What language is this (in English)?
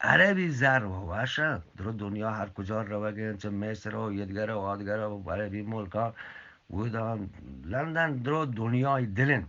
Eastern Balochi